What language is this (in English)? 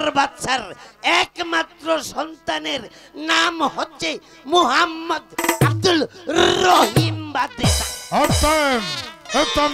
Bangla